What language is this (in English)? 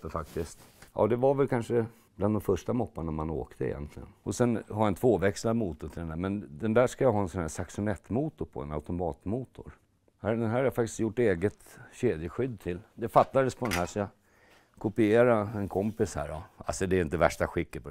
Swedish